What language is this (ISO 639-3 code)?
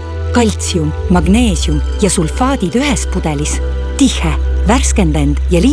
est